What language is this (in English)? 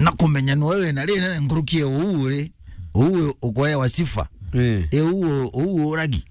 Meru